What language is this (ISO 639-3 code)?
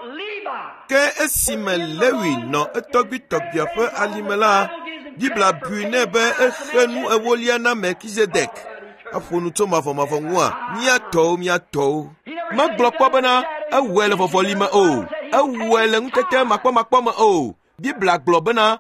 ewe